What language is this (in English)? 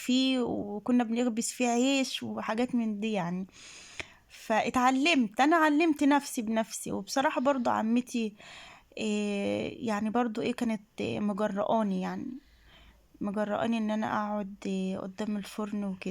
Egyptian Arabic